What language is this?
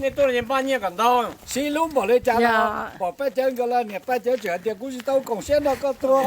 Hmong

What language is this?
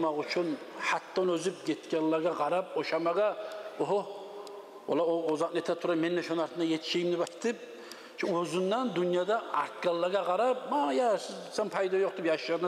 Kumyk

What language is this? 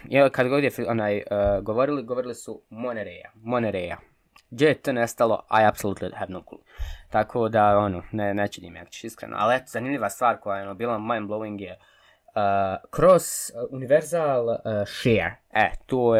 Bosnian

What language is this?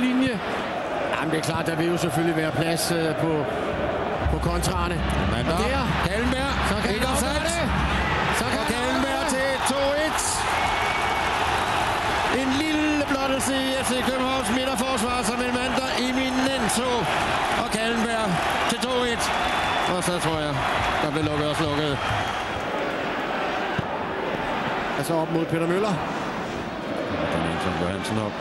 Danish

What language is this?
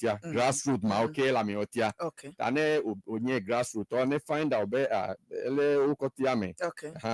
Ewe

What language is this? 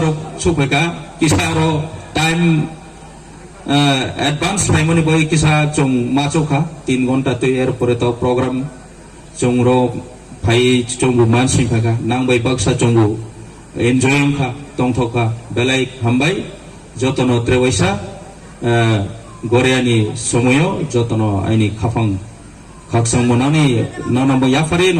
Riang (India)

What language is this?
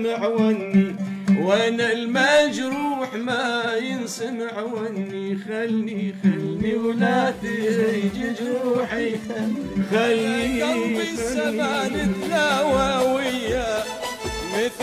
Mesopotamian Arabic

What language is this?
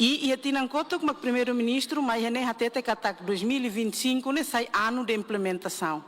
Tetum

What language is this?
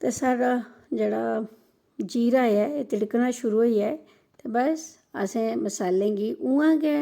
Dogri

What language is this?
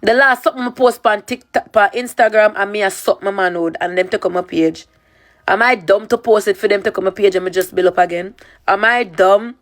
Jamaican Creole English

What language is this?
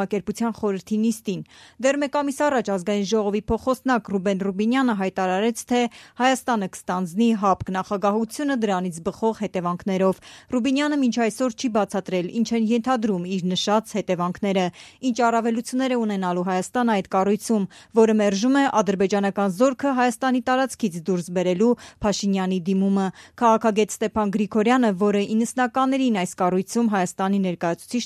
Armenian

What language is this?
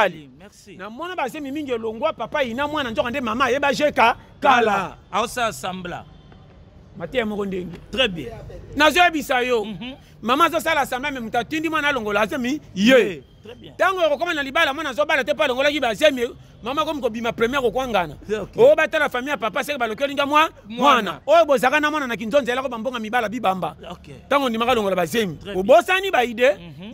Lingala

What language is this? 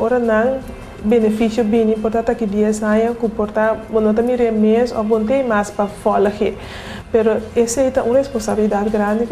Papiamento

